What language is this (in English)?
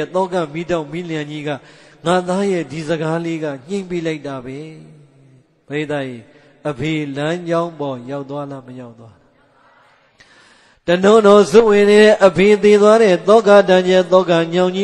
Burmese